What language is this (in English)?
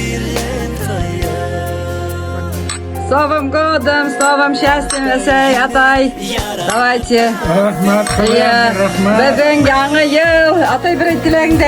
Bashkir